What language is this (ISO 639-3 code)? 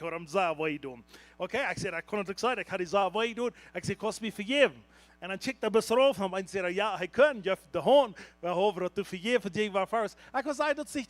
pdt